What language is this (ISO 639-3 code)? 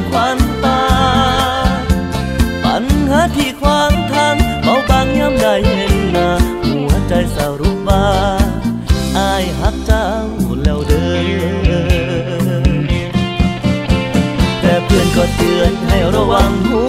tha